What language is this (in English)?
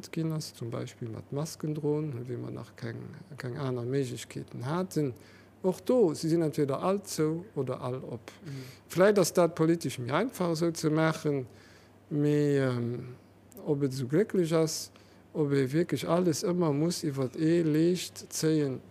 Luxembourgish